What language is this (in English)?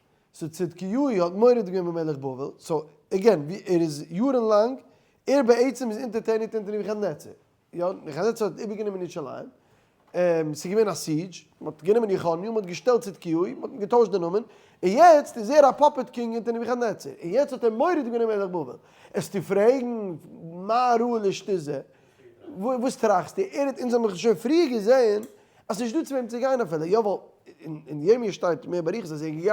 Yiddish